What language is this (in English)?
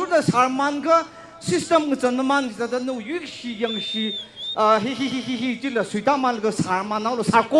Tangkhul Naga (India)